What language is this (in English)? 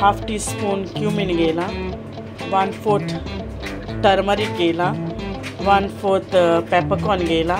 Konkani